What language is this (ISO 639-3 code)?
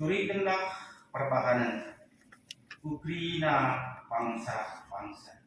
btx